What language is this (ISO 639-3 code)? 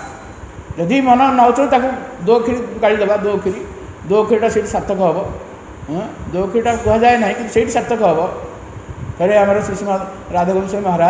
ori